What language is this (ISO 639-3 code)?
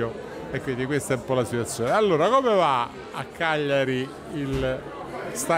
ita